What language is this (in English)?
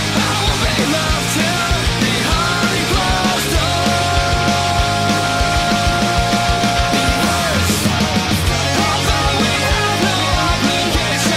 English